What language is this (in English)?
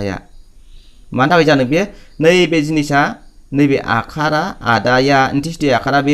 Bodo